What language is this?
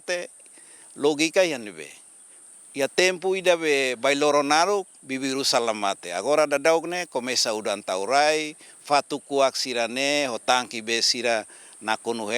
Tetum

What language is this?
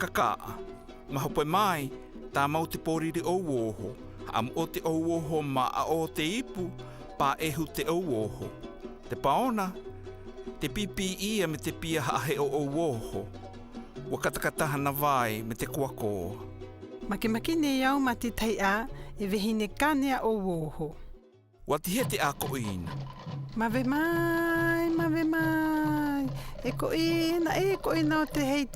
South Marquesan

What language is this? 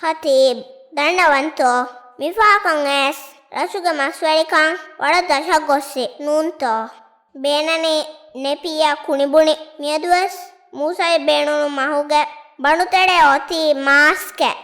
Divehi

